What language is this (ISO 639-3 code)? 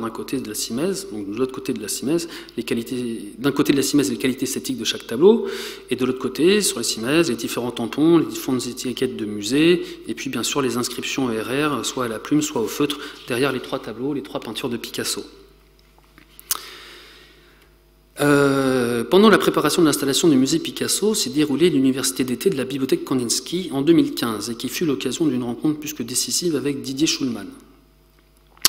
fra